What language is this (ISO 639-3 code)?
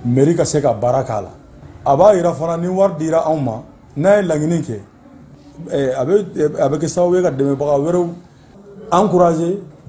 bam